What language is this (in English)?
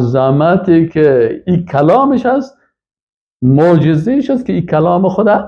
Persian